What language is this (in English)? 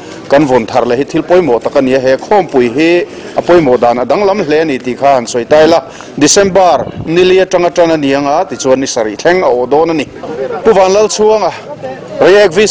Mizo